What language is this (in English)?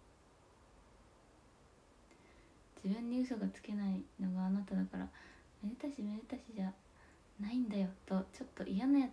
Japanese